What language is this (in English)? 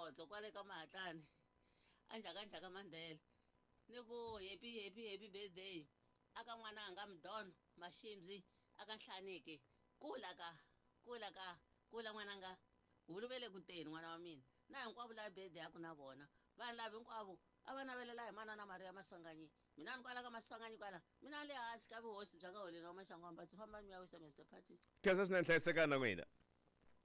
Tsonga